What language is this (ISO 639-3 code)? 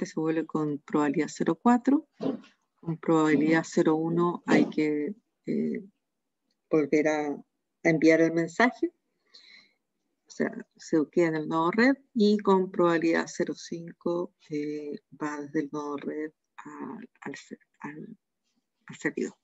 spa